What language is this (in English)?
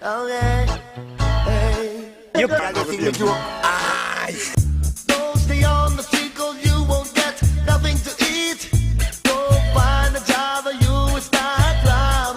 Jamaican Creole English